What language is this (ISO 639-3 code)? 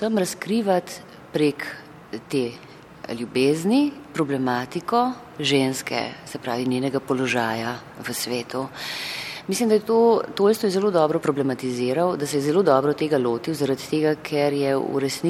slv